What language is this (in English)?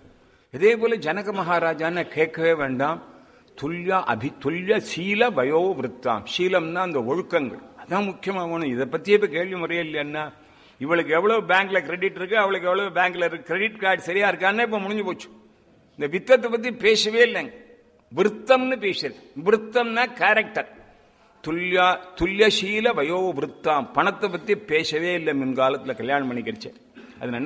Tamil